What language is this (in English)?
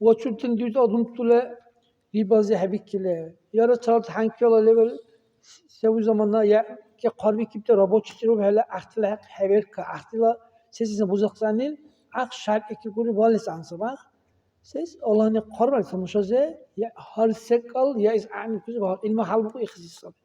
Dargwa